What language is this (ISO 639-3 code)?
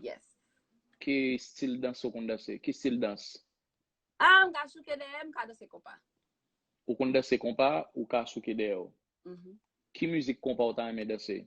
hat